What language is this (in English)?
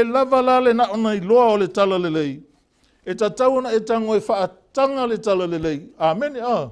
Samoan